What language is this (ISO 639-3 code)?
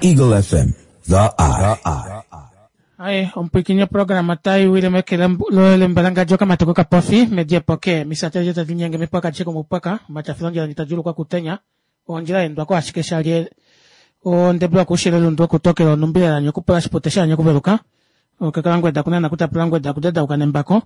kua